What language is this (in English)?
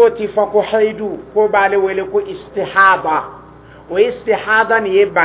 Dyula